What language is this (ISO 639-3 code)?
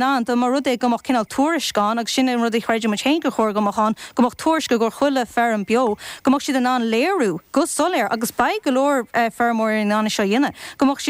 gle